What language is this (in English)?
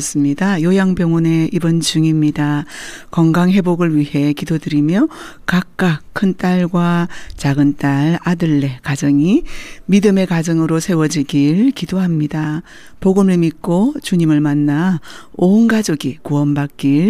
Korean